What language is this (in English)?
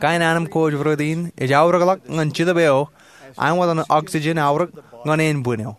Marshallese